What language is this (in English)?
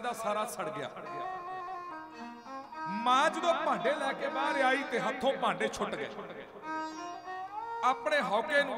Punjabi